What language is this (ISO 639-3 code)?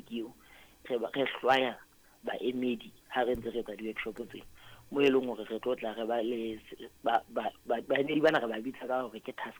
sot